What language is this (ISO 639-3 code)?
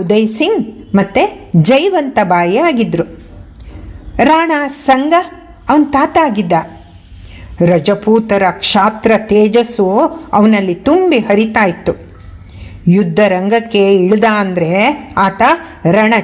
kan